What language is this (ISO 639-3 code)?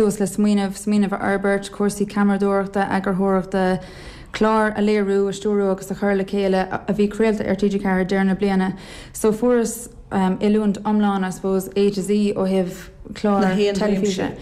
gle